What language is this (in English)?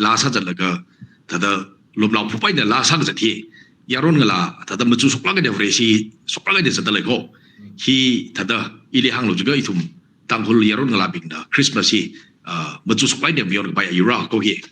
Tangkhul Naga (India)